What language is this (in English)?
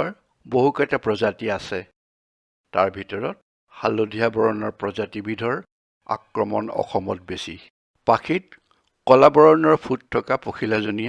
Assamese